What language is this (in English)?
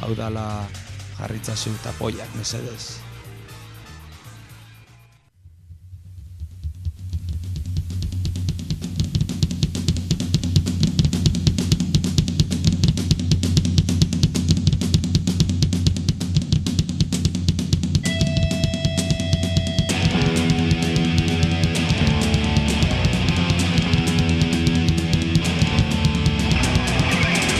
Basque